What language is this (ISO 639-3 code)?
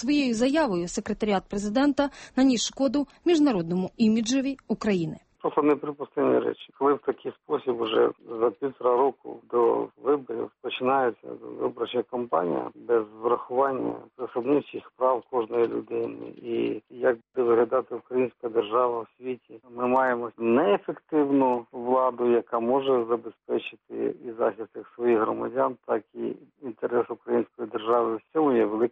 ukr